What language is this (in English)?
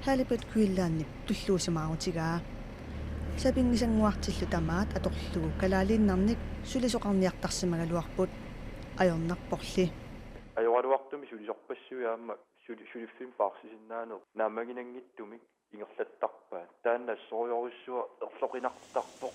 Kalaallisut